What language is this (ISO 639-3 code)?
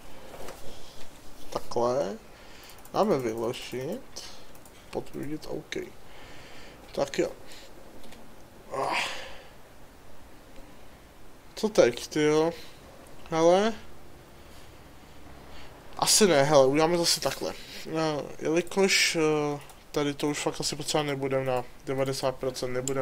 ces